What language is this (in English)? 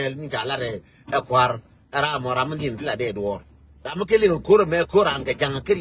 Nuer